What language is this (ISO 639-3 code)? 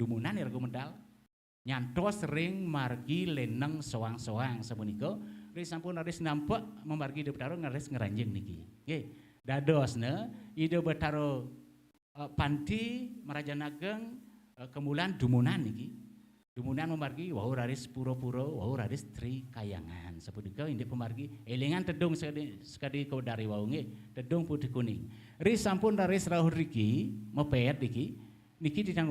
ban